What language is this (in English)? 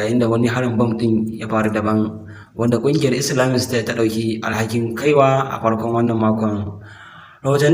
Hausa